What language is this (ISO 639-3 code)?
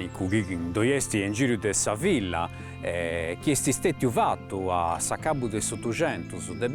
srd